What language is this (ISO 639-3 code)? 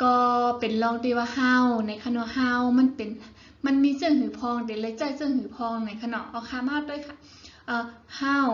shn